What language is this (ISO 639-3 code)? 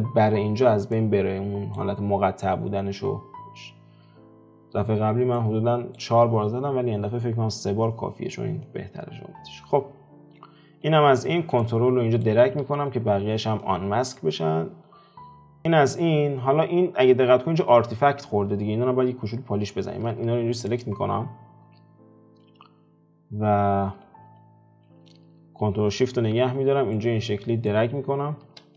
fas